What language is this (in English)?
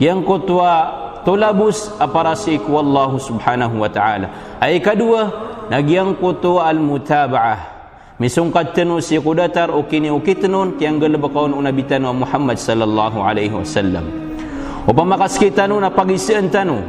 Maranao